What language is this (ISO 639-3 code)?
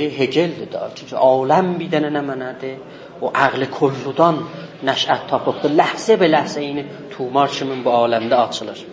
azb